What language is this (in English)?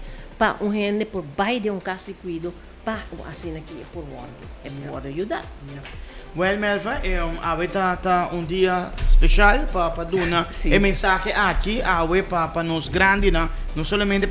Papiamento